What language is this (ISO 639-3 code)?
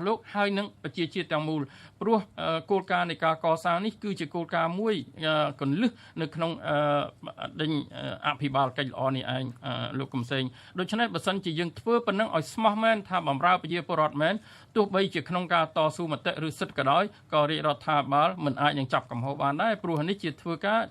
khm